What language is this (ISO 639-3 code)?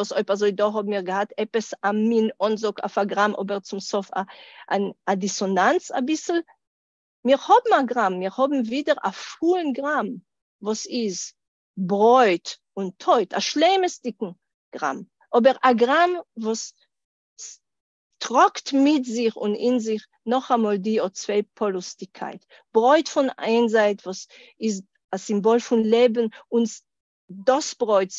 yid